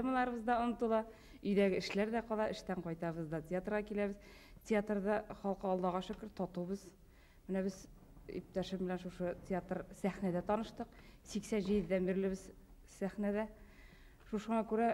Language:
Bashkir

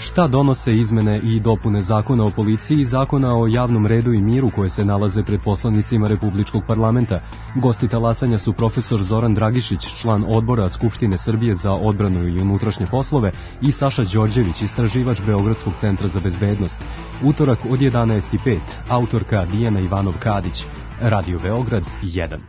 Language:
Serbian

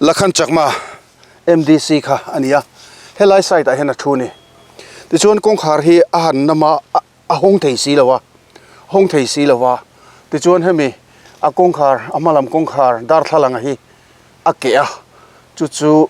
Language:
Mizo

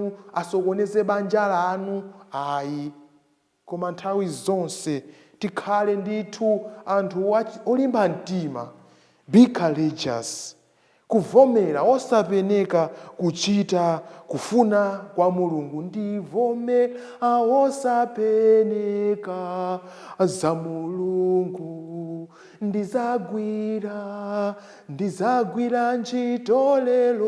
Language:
Nyanja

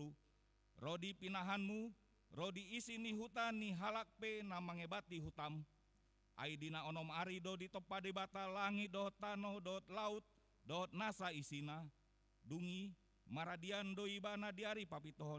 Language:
Batak Toba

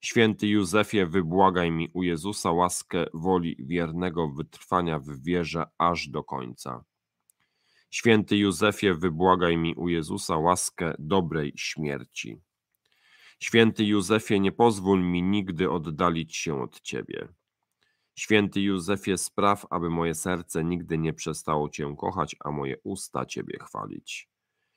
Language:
Polish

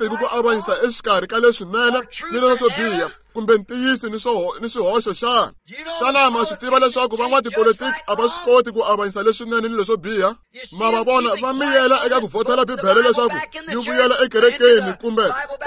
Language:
Tsonga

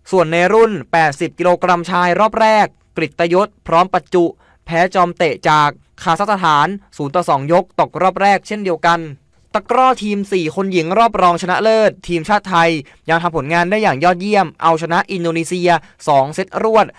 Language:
Thai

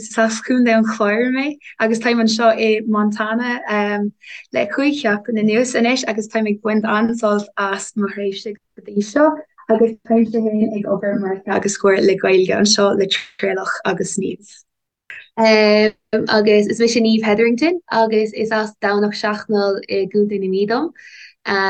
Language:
Irish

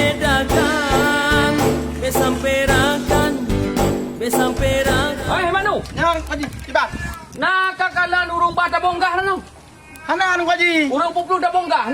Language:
Achinese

